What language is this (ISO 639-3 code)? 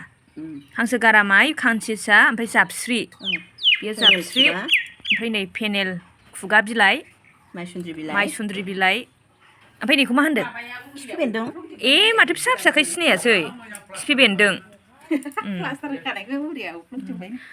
brx